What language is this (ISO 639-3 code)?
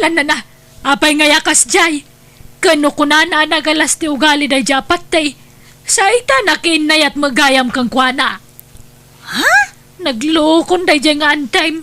ilo